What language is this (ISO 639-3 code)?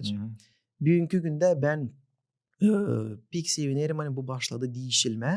gag